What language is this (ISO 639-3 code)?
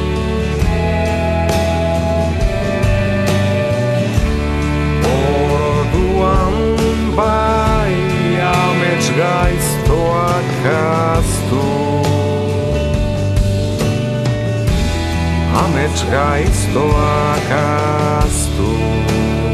eus